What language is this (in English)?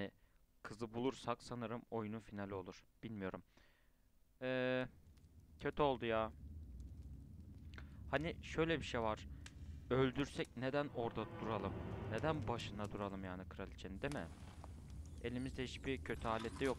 Turkish